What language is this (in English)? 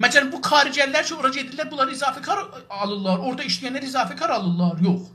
South Azerbaijani